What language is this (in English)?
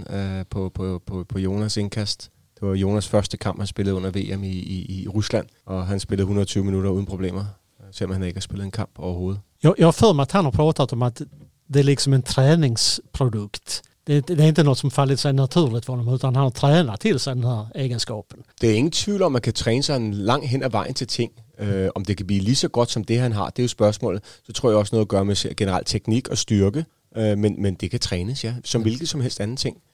Danish